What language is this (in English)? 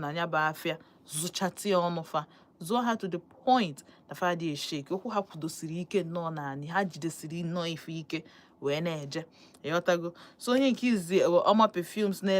Igbo